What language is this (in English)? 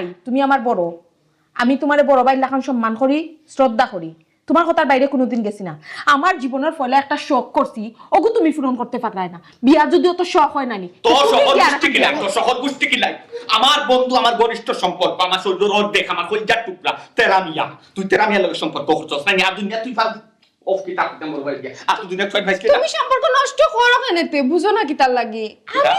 Sylheti